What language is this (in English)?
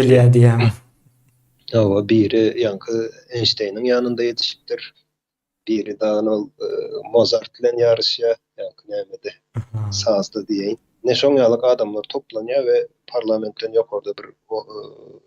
Turkmen